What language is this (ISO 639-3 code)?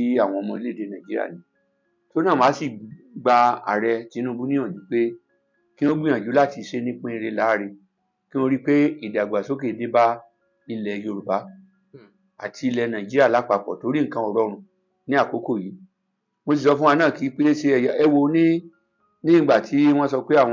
yor